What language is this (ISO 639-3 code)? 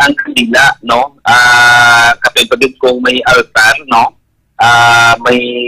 hil